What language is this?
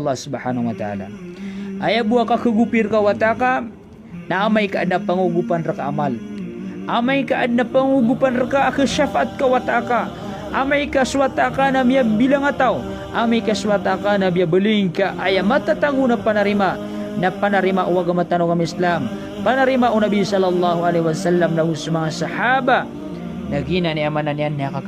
Maranao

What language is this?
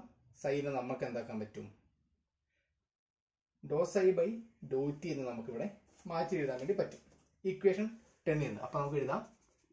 Malayalam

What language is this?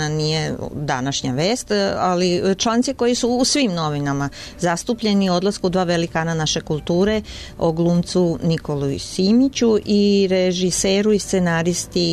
Serbian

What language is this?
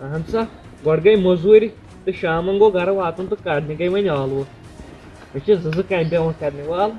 Kashmiri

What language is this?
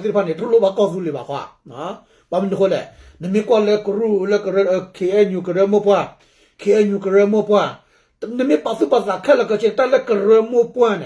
S'gaw Karen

